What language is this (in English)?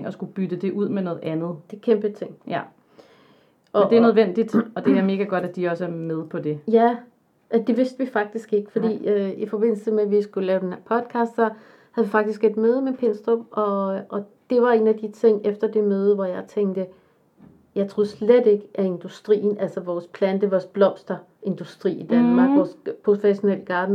Danish